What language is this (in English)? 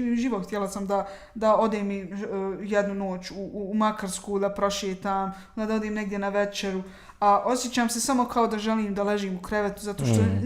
Bosnian